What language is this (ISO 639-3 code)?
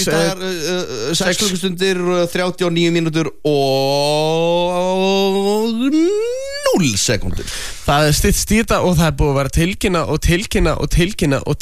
isl